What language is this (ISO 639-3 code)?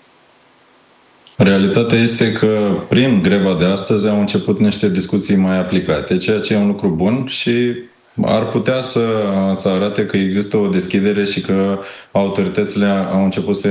ron